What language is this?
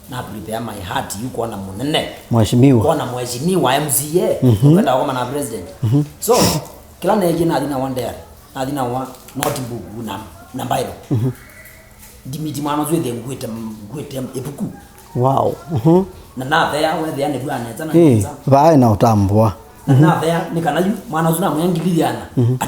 Kamba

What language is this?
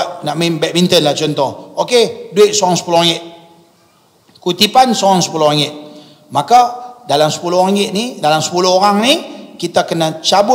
Malay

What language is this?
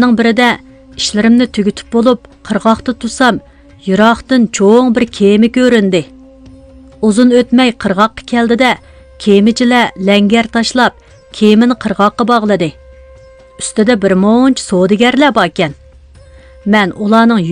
Uyghur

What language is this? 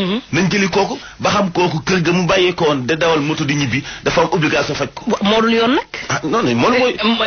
Wolof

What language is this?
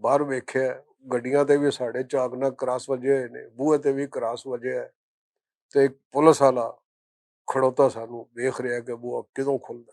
Western Panjabi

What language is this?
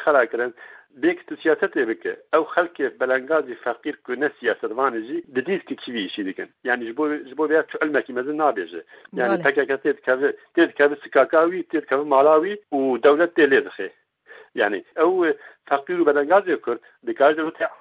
Kurdish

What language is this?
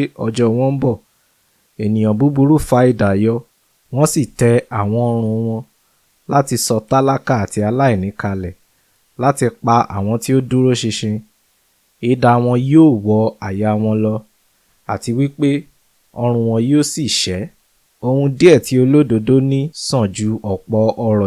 Yoruba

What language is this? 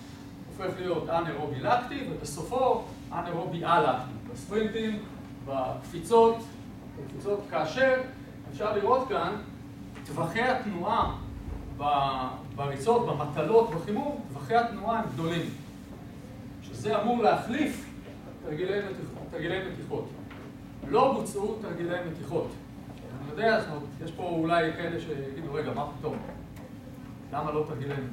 Hebrew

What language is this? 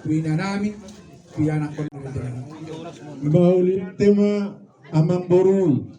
Batak Toba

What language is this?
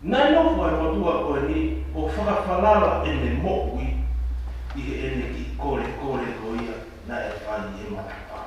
Tongan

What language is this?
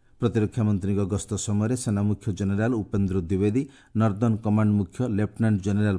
Odia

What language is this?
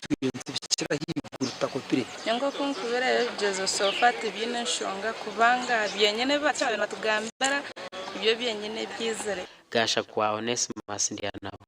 Nyankole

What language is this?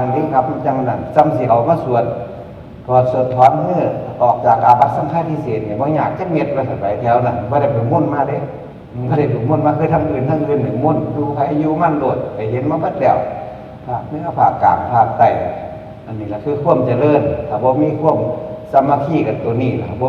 Northeastern Thai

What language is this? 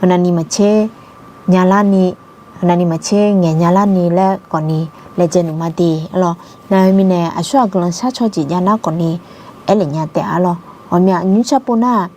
Akha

